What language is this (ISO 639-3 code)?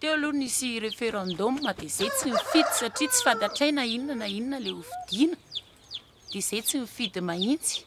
mlg